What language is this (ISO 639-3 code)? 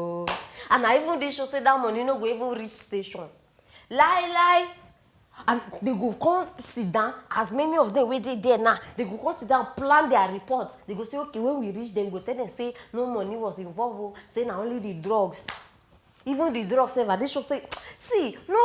pcm